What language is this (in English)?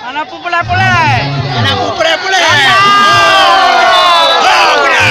Achinese